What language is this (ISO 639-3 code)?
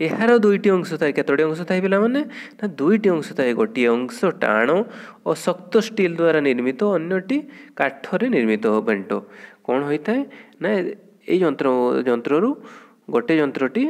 ori